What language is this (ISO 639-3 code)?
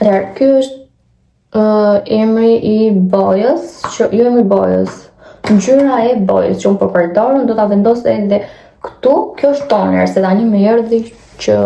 sqi